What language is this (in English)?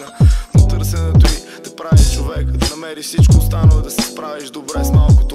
Bulgarian